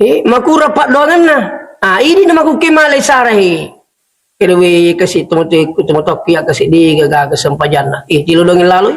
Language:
Buginese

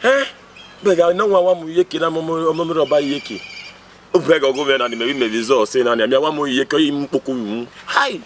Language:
Bini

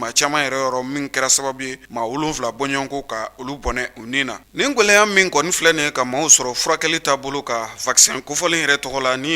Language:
Bambara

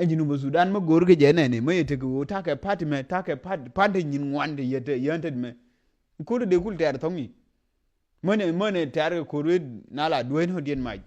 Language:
Nuer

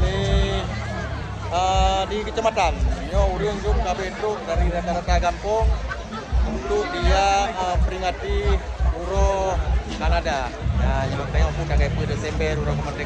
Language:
Achinese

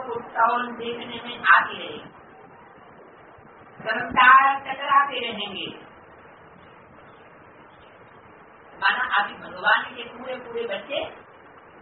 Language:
Hindi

